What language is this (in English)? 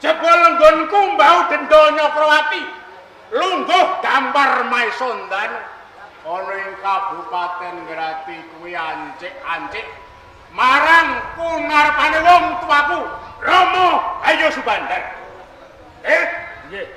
Javanese